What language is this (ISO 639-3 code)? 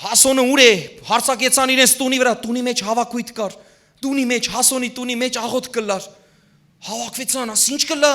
hyw